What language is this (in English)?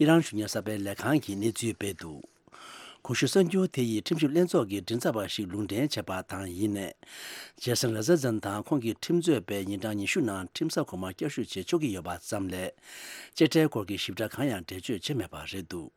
Tibetan